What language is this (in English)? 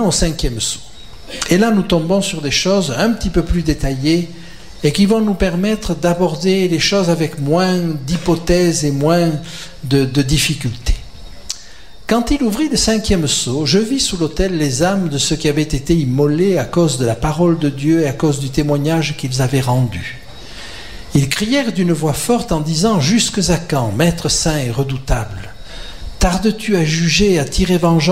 French